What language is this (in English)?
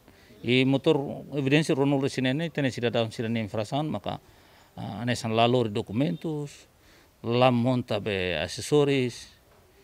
Tetum